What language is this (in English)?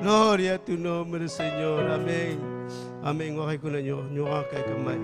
Ayacucho Quechua